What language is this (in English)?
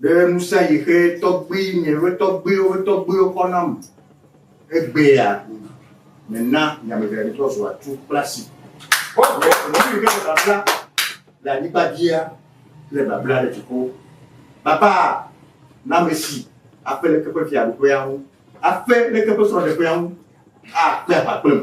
Ewe